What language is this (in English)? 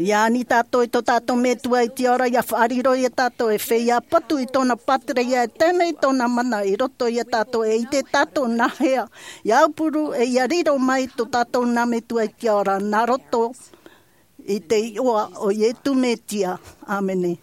Tahitian